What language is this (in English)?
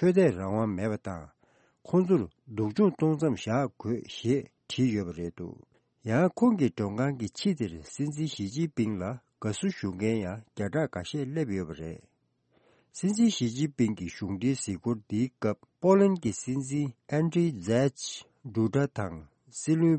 Tibetan